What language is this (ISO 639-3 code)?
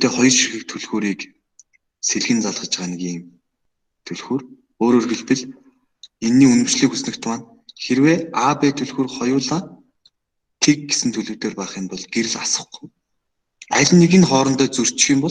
mon